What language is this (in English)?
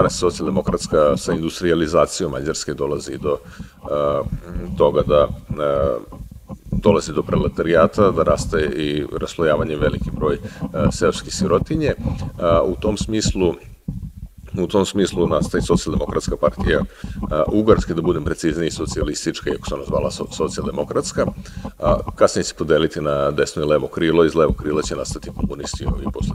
Serbian